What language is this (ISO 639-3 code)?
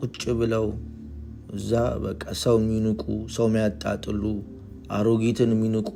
amh